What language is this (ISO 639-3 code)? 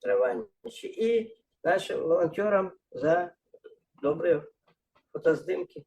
bel